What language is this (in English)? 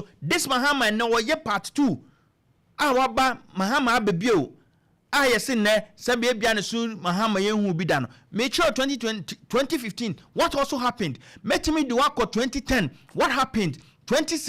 Akan